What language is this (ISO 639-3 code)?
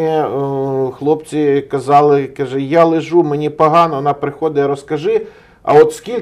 ukr